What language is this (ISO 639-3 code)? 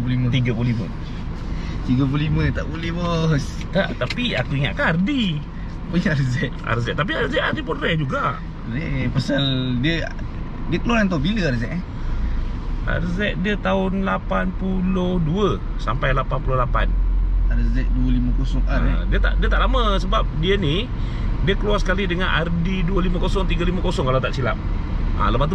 msa